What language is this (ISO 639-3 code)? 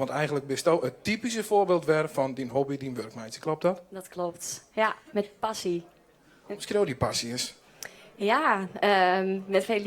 fry